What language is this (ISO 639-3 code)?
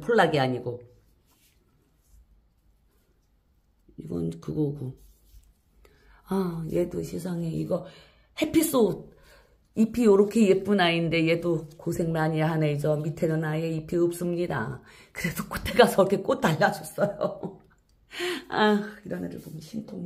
kor